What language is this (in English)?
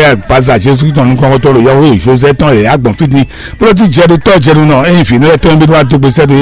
Fon